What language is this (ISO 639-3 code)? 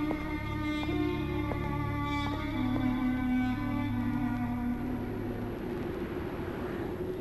mal